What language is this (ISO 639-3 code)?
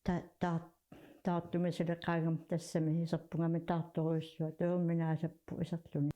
kal